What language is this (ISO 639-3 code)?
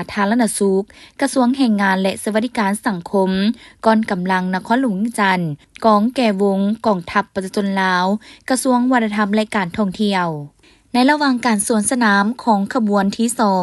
lao